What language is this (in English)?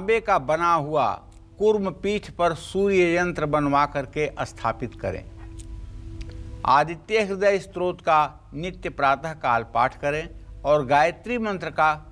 Hindi